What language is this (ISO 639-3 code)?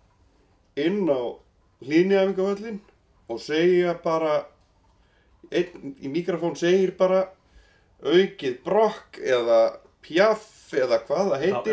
isl